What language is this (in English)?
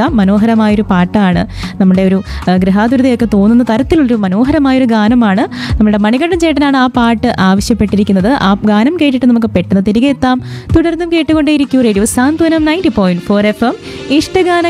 Malayalam